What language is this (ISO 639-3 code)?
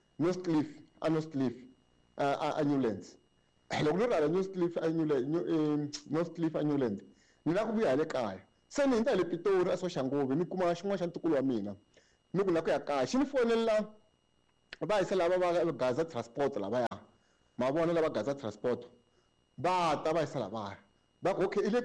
tso